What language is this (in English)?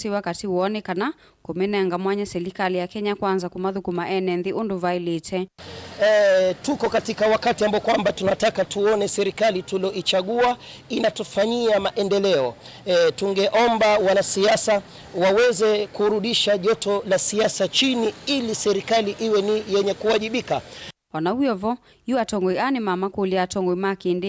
Kamba